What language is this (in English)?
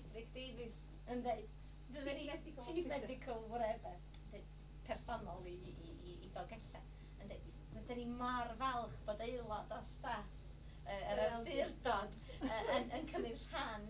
Welsh